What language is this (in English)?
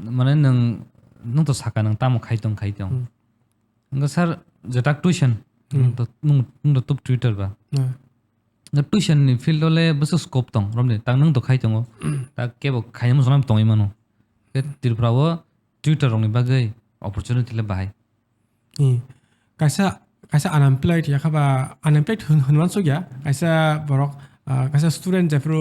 Kok Borok